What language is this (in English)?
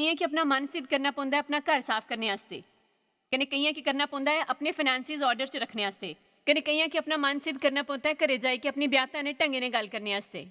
Dogri